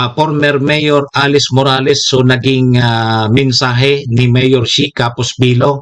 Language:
Bikol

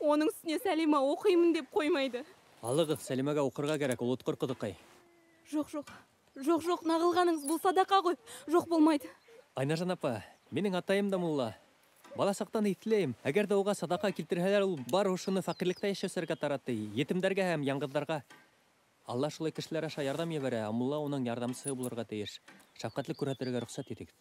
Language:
Bashkir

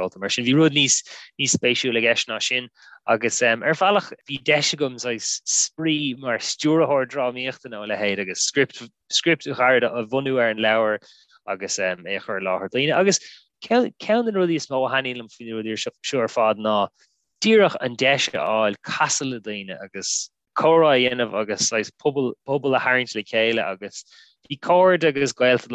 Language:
Irish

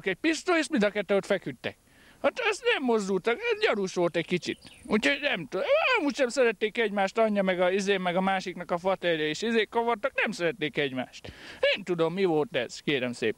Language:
Hungarian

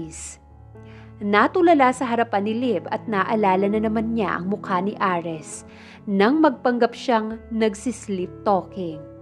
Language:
Filipino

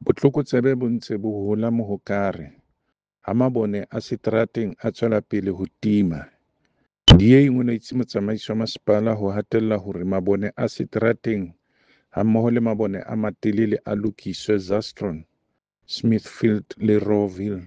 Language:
Southern Sotho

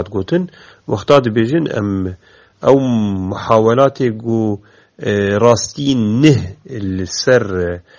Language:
Kurdish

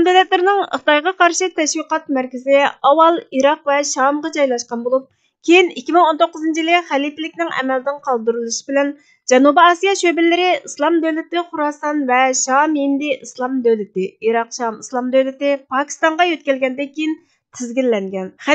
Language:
Uyghur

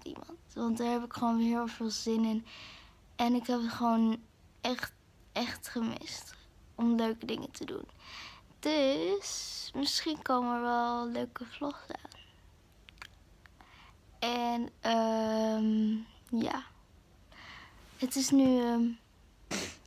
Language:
Dutch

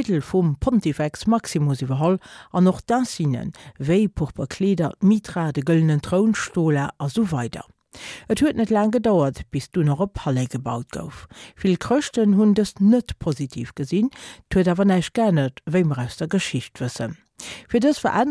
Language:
Luxembourgish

